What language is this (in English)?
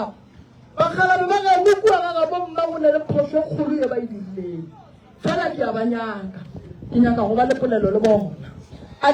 Northern Sotho